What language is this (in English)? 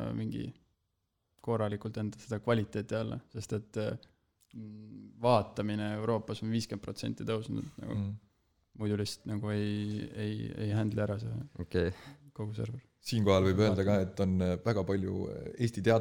Estonian